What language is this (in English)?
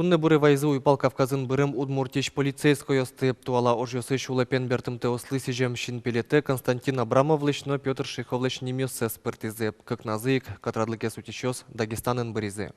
Udmurt